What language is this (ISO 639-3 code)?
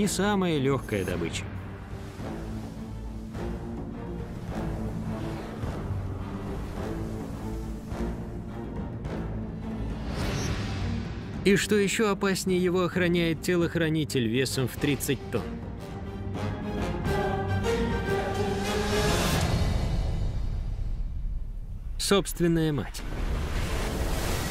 rus